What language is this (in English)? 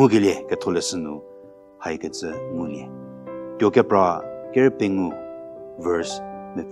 Angami Naga